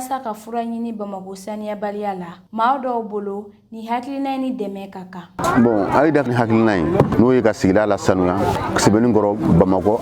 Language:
Bambara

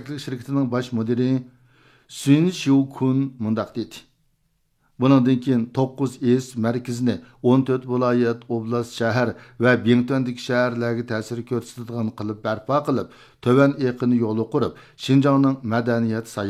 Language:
Uyghur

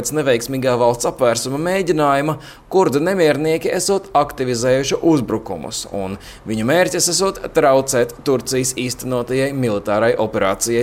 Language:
Latvian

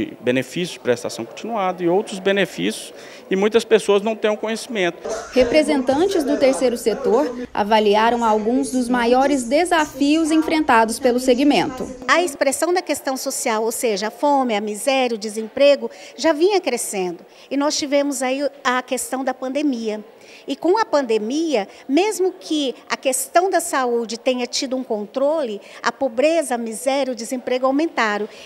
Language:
Portuguese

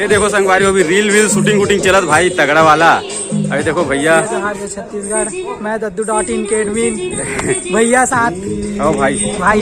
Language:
Chhattisgarhi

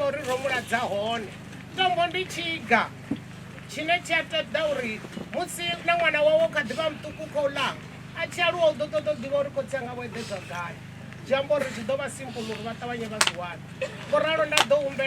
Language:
Venda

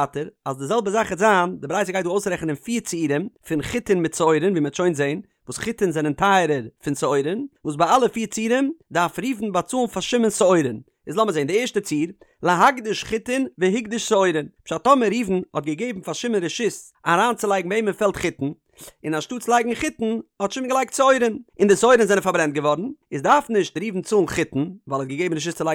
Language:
Yiddish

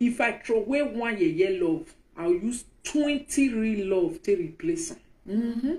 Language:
Nigerian Pidgin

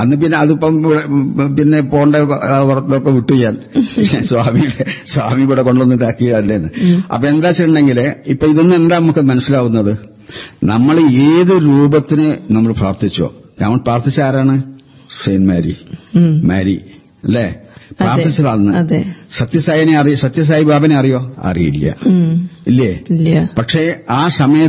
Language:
Malayalam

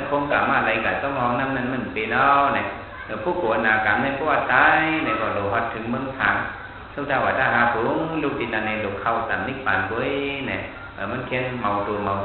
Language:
Shan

